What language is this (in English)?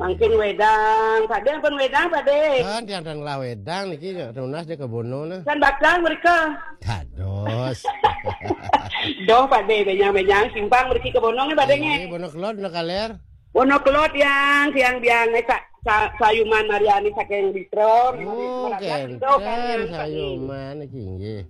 Balinese